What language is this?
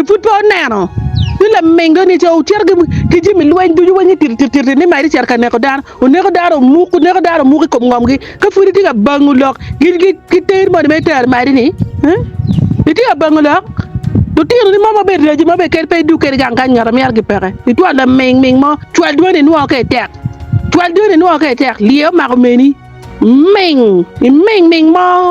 Acoli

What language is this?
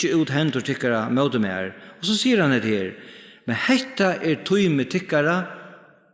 Faroese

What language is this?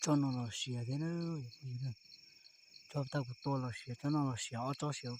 Hmong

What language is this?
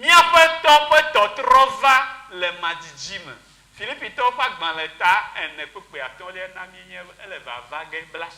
Ewe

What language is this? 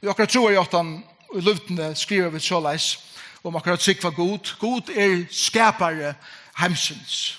Faroese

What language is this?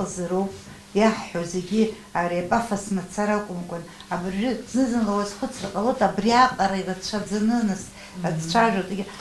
Abkhazian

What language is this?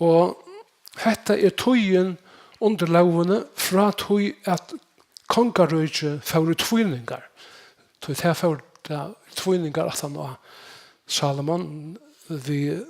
Faroese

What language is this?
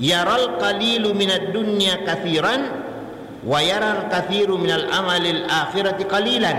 Buginese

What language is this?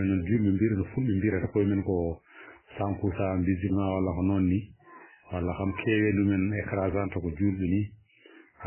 Fula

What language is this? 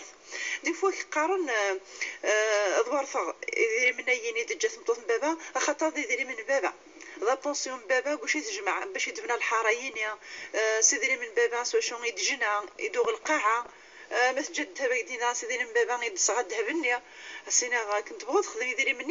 Kabyle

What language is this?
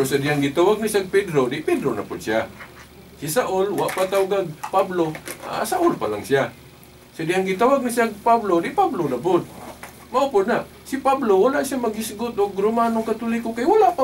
Cebuano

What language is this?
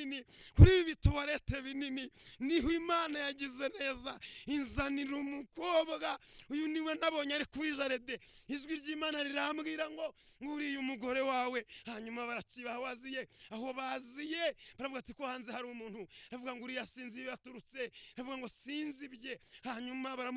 Kinyarwanda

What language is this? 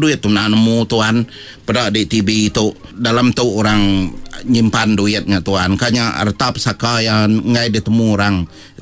Iban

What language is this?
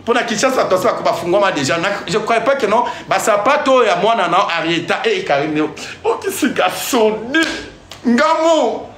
Lingala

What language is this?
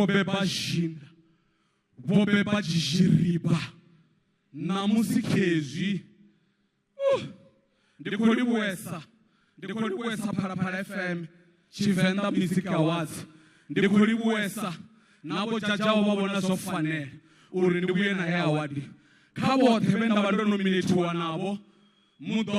Venda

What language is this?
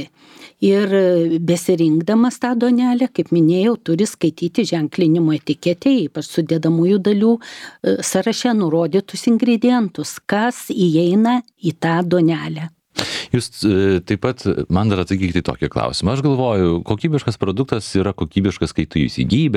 Lithuanian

